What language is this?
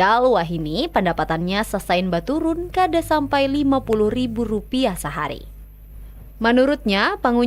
Banjar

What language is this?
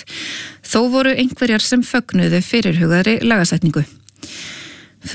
Icelandic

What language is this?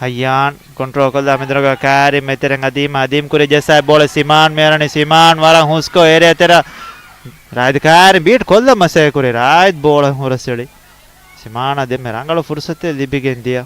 Divehi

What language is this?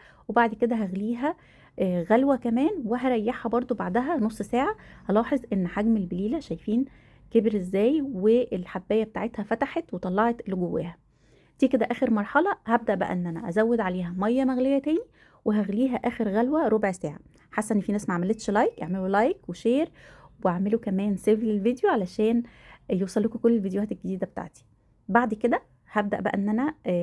Egyptian Arabic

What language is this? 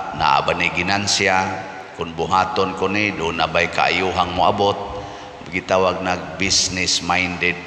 Cebuano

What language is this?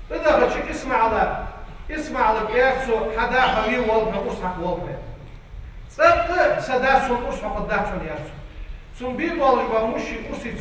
Ingush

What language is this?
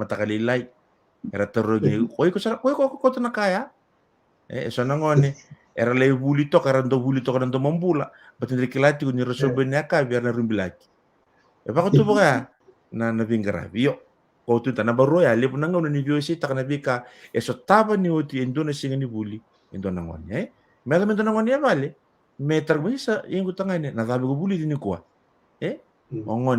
Fijian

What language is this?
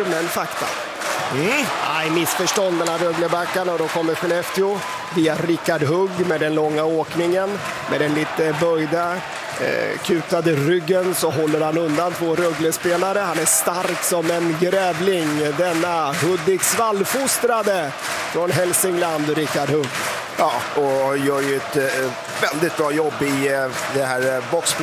Swedish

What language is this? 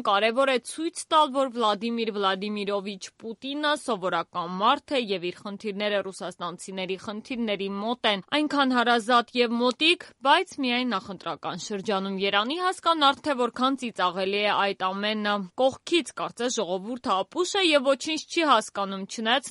Armenian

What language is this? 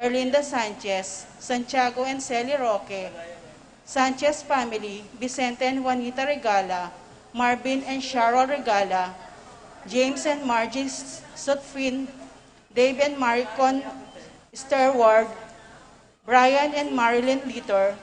Pampanga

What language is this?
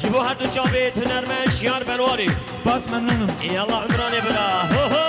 Kurdish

